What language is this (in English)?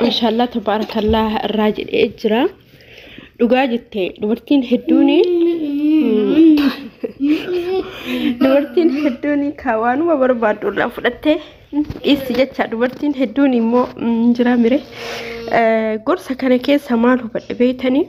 Oromo